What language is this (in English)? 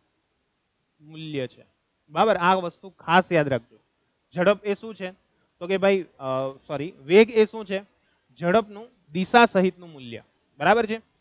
Gujarati